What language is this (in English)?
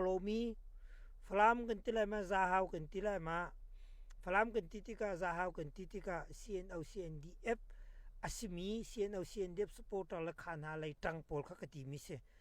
Hakha Chin